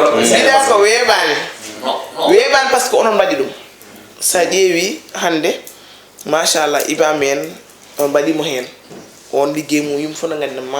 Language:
Fula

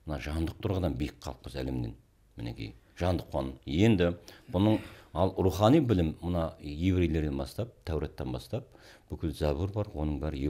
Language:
Kazakh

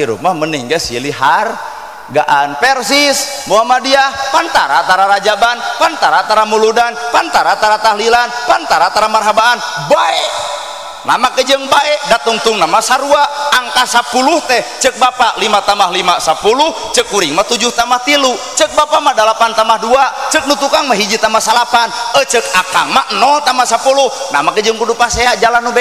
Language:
Sundanese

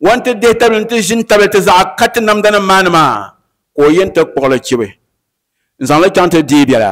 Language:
Dagbani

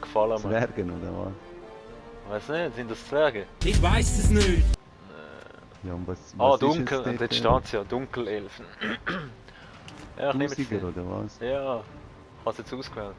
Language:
Swiss German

